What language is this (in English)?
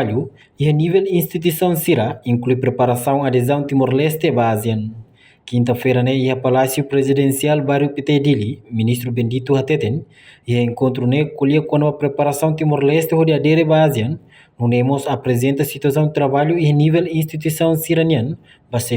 Tetum